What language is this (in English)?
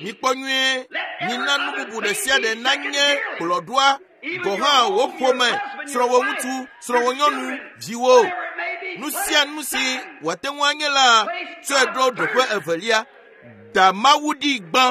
Ewe